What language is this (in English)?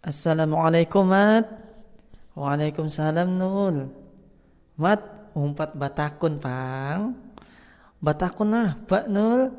Banjar